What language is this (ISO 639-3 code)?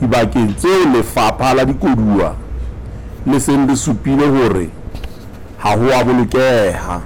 sot